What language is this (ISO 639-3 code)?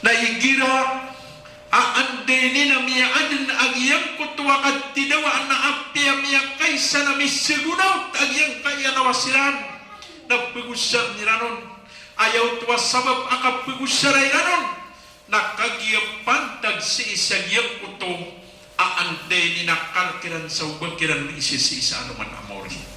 mrw